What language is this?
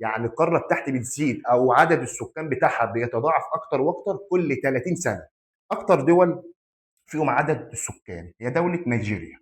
Egyptian Arabic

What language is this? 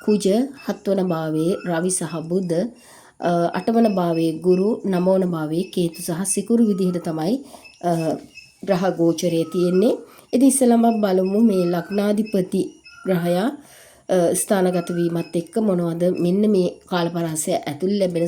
Sinhala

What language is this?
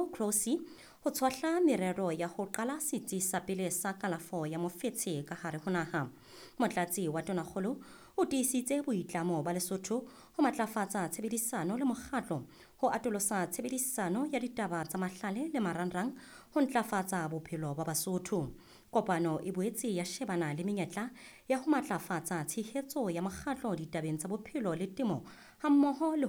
Southern Sotho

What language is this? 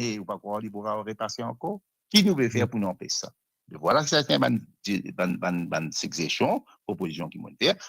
Morisyen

